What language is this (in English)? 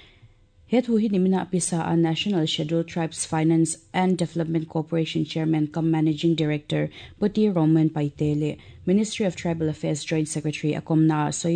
Mizo